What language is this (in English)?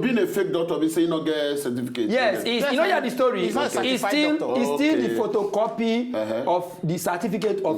Nigerian Pidgin